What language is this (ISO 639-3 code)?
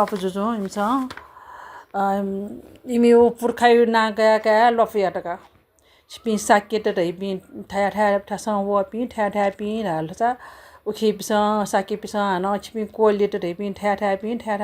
new